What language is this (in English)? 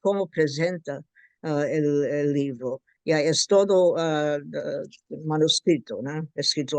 Ladino